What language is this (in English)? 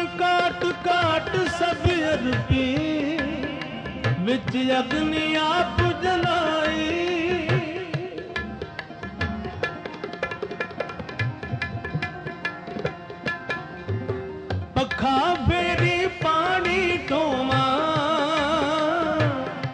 Punjabi